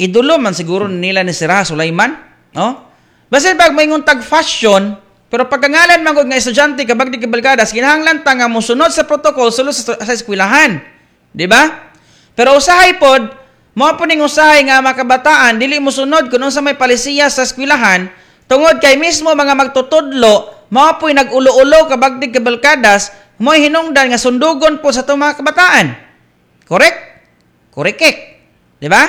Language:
Cebuano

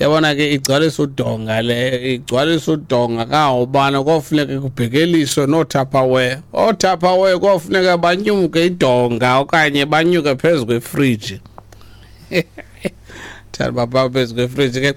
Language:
Xhosa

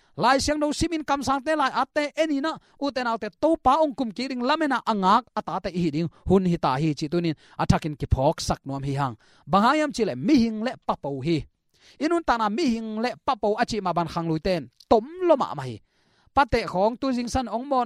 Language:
Tedim Chin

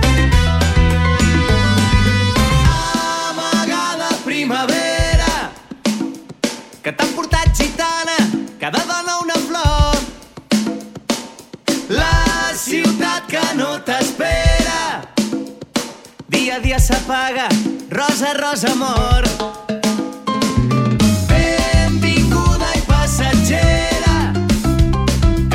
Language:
Catalan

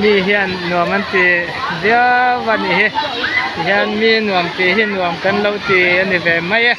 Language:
Mizo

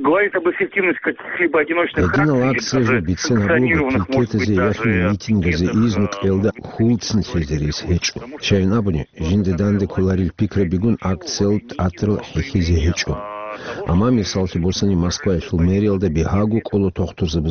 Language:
Avaric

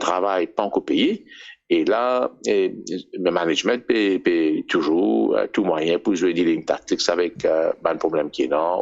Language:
Morisyen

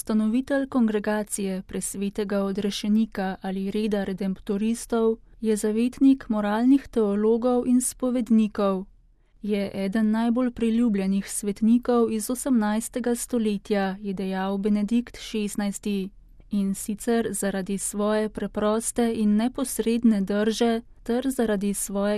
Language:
Slovenian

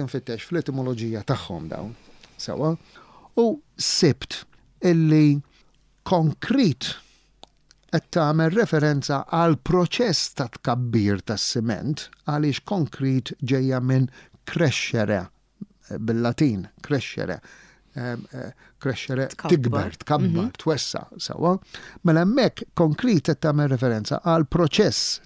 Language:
Maltese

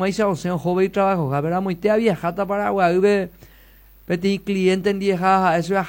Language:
Guarani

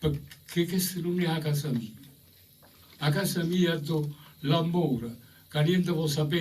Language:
Neapolitan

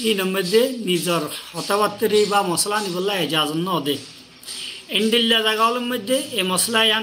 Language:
Rohingya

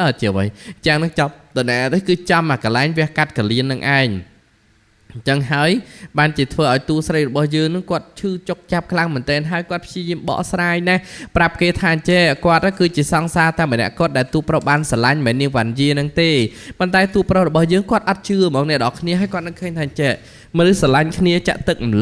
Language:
Khmer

